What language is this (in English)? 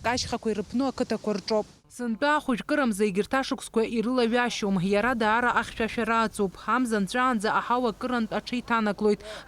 Abkhazian